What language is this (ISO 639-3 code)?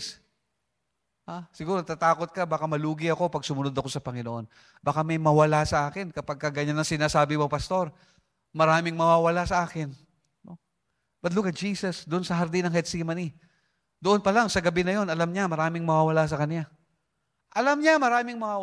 fil